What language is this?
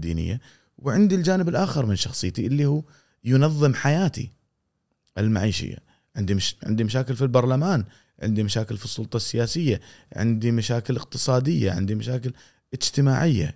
Gulf Arabic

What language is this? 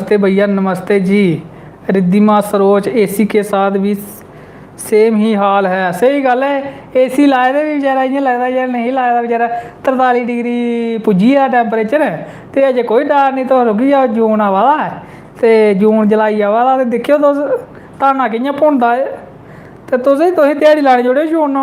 Dogri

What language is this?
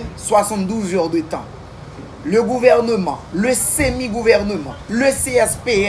Haitian Creole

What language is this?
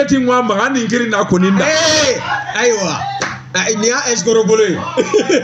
Bambara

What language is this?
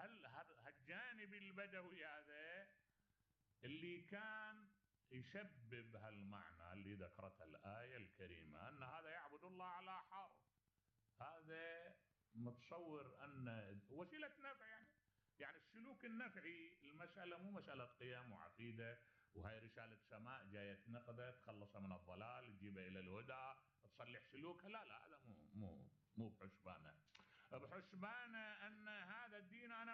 Mesopotamian Arabic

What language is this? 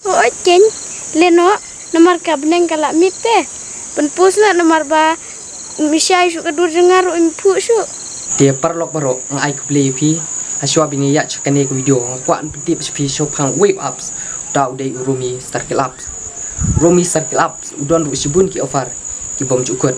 Khasi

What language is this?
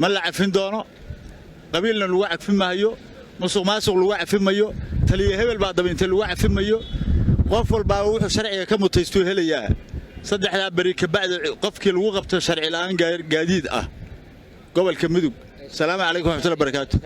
Somali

